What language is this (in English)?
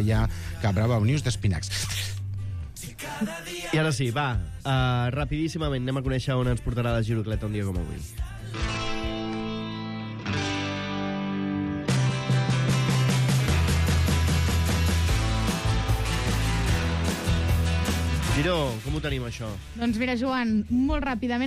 Catalan